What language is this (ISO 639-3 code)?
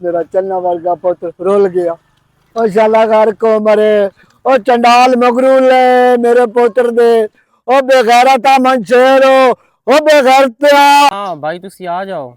lah